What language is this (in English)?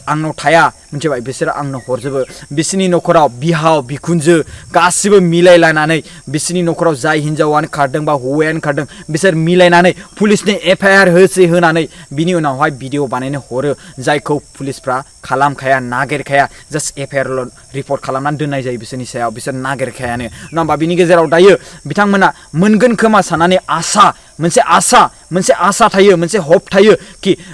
Bodo